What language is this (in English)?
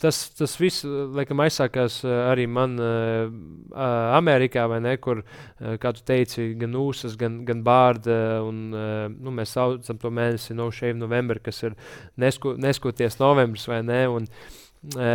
Latvian